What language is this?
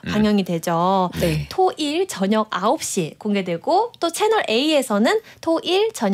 Korean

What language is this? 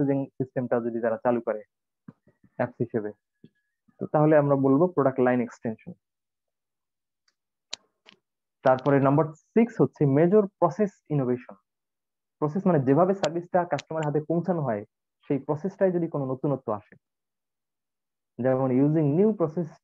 Bangla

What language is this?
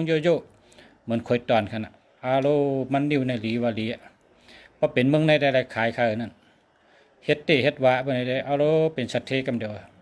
Shan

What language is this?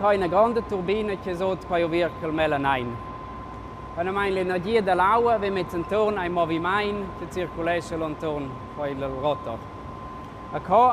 Romansh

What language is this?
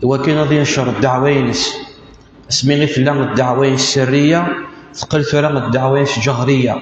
Kabyle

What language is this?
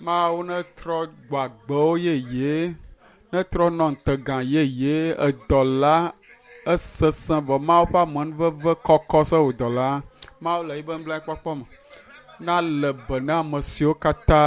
Ewe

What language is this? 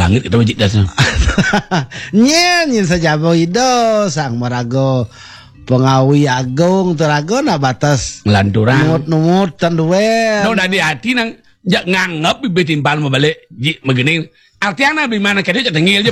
Balinese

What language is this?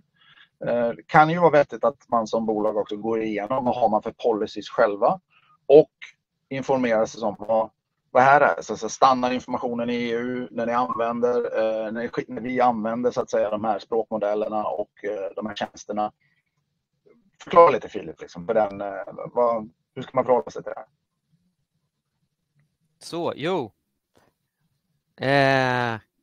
Swedish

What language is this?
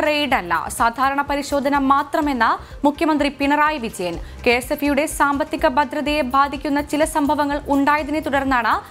Malayalam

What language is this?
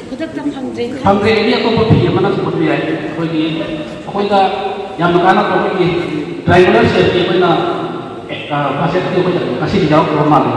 Manipuri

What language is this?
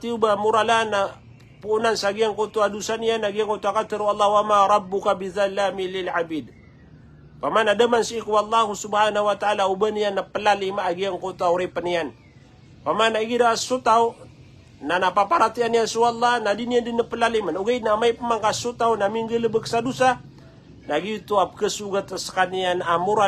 Maranao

